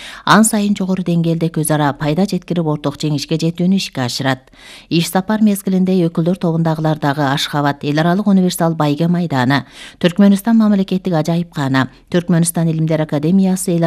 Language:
Kyrgyz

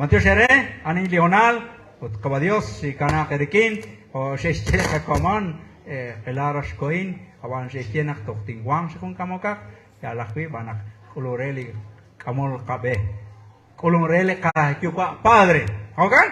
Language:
Kekchí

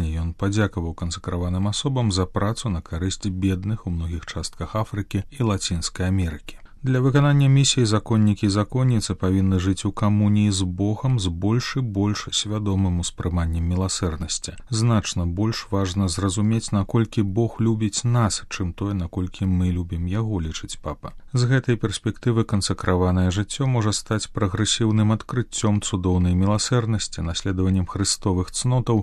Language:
Belarusian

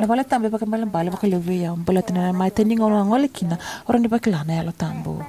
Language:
Fijian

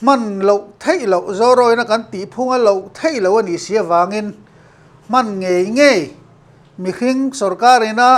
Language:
Mizo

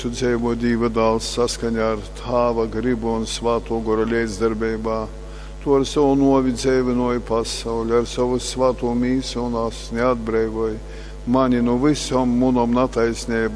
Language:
Latgalian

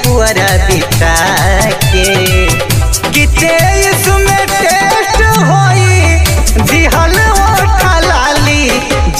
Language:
Bhojpuri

